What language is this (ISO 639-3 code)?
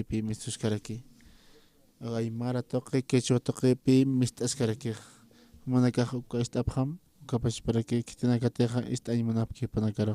aym